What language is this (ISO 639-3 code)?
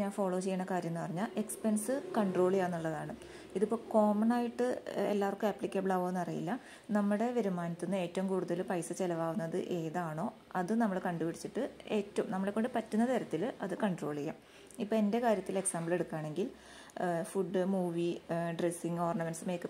mal